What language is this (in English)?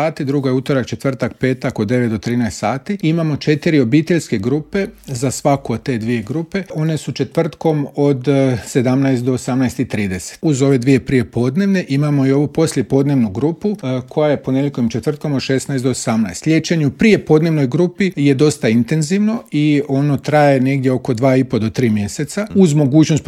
Croatian